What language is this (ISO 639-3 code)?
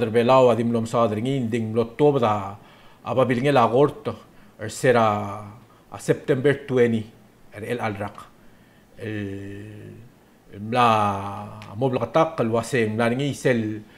pau